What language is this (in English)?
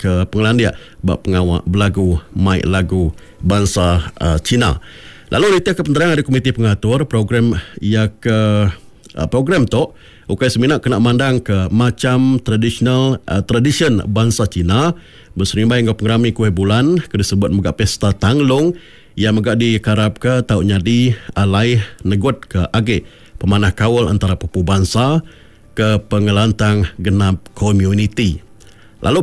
Iban